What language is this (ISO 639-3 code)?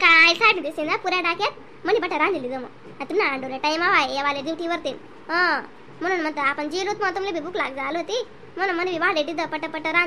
khn